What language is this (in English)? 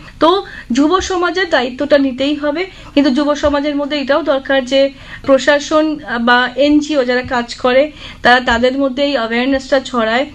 Bangla